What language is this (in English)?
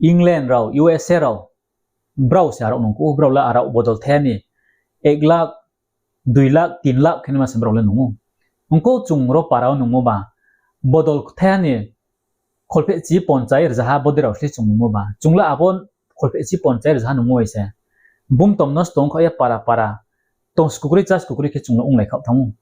Riang (India)